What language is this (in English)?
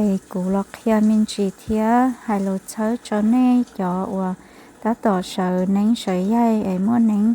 Hmong